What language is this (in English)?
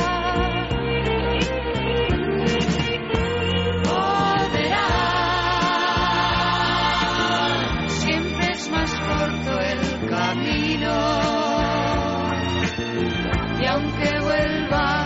Basque